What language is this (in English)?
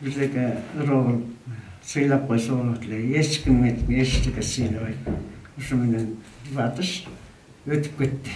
Kyrgyz